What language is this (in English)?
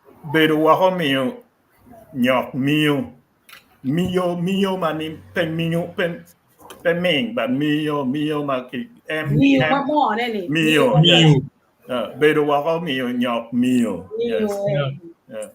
Acoli